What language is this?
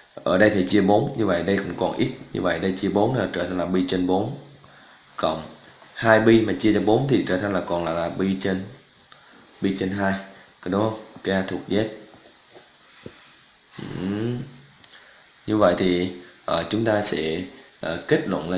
Vietnamese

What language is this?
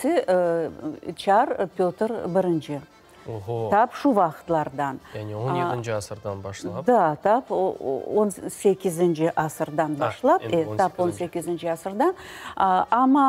Crimean Tatar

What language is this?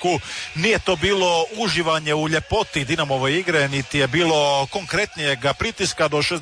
Croatian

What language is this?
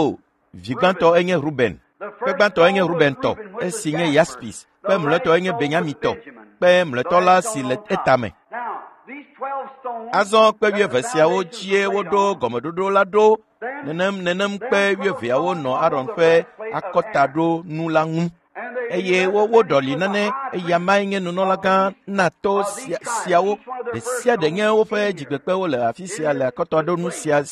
Ewe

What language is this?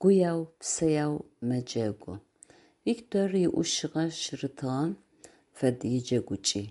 Adyghe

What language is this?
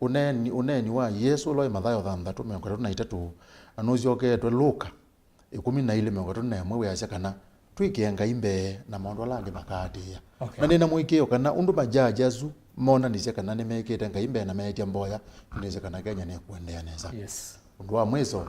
Kamba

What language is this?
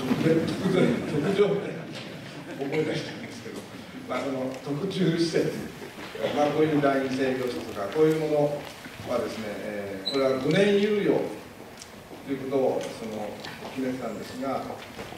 Japanese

